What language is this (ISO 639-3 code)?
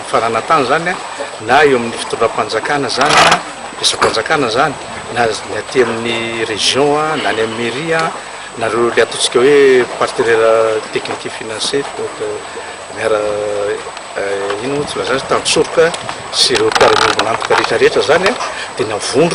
mlg